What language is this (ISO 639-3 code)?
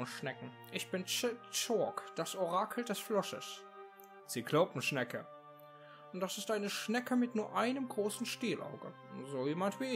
deu